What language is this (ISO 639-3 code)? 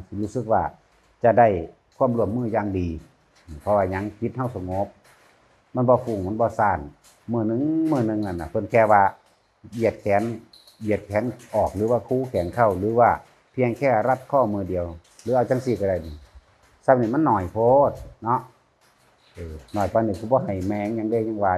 tts